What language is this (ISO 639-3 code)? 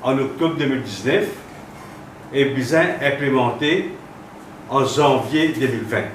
mfe